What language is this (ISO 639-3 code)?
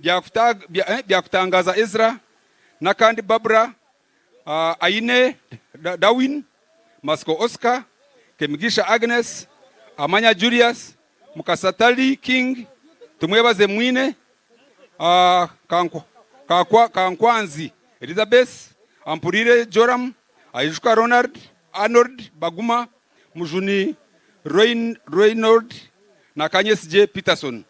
nyn